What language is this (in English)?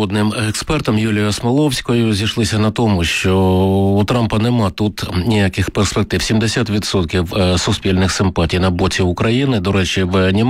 Ukrainian